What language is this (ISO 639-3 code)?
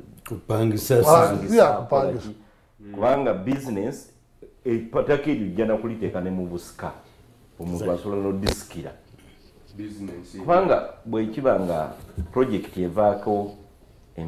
xog